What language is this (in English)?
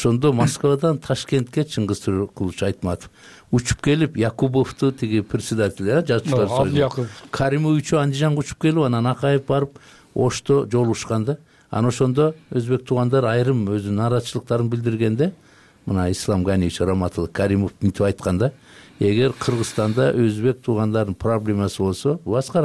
Kyrgyz